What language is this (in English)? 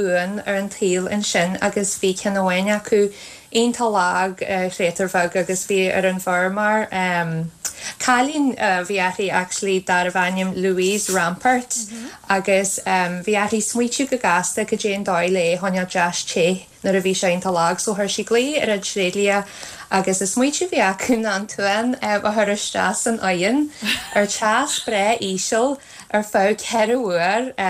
Irish